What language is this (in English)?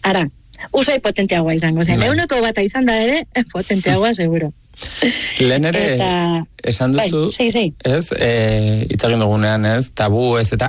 Basque